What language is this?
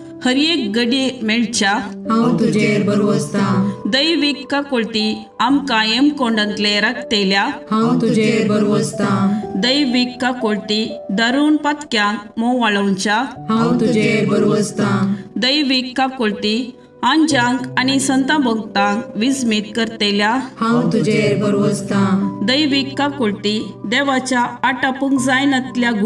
Konkani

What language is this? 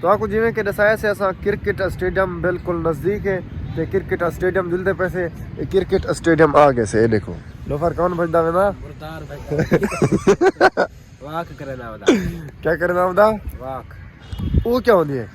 Saraiki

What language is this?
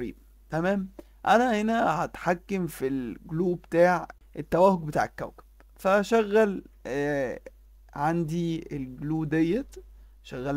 Egyptian Arabic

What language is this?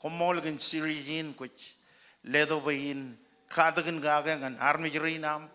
Marshallese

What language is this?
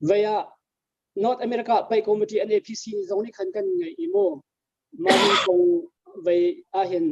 Hakha Chin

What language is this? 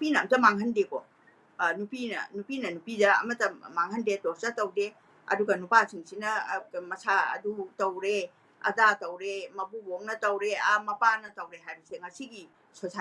Manipuri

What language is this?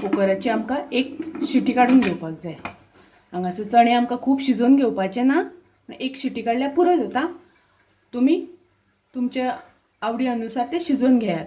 Konkani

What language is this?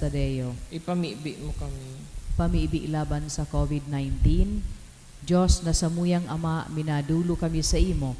Bikol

